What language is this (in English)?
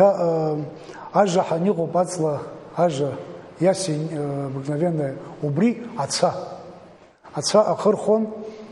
Abkhazian